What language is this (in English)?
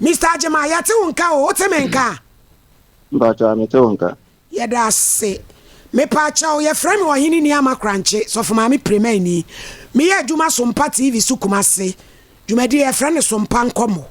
Akan